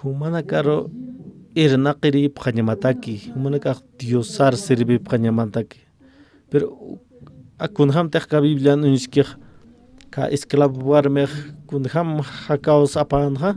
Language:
Aymara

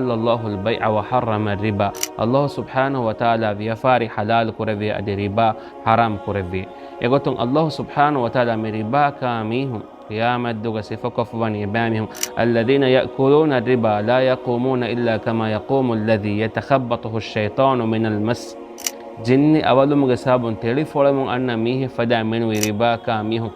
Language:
Divehi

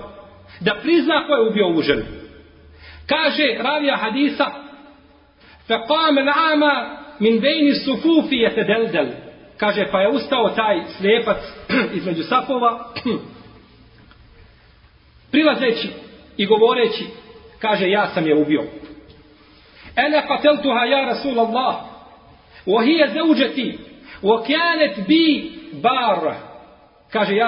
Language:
Bosnian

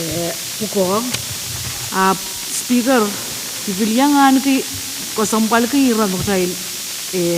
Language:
Pohnpeian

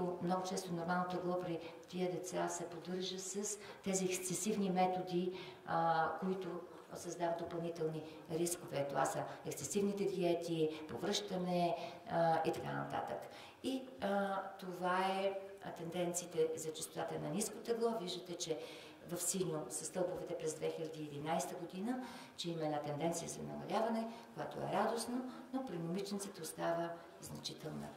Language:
Bulgarian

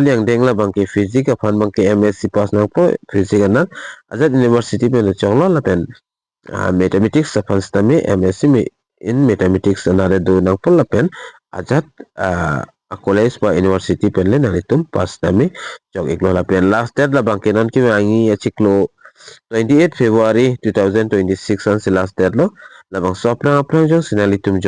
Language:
Karbi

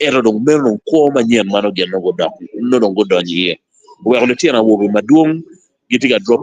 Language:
Acoli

